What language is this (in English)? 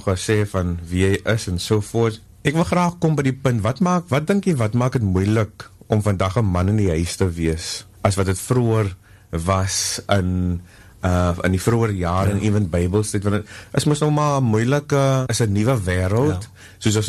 Afrikaans